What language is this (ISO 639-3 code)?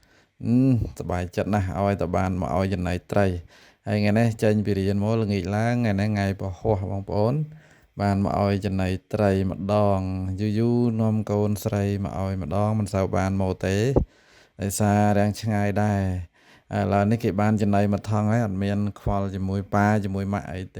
khm